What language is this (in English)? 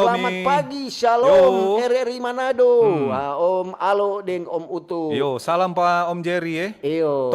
Manado Malay